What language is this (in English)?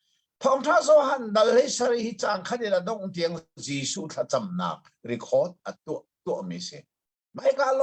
Hakha Chin